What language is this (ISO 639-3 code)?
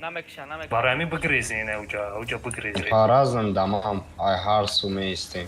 tgk